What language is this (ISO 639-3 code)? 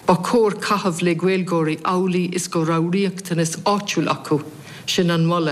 gle